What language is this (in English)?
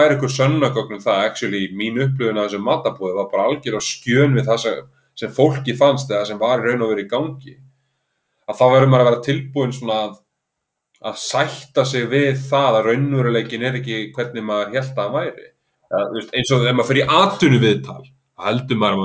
Icelandic